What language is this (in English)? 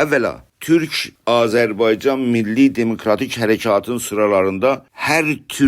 South Azerbaijani